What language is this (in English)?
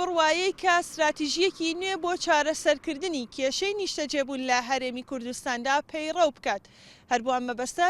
Central Kurdish